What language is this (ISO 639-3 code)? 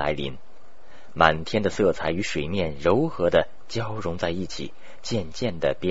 zho